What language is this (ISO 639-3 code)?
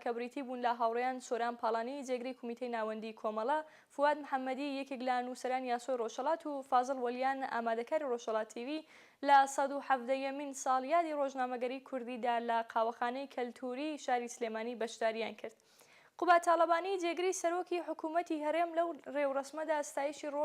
ckb